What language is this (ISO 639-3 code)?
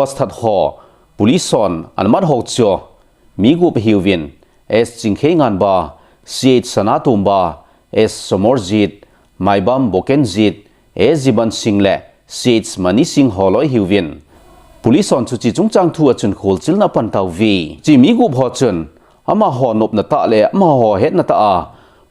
tcz